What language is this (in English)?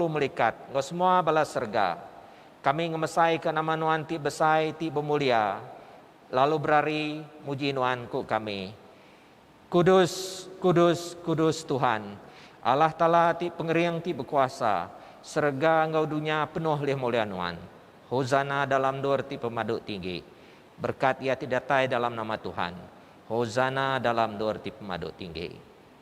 Iban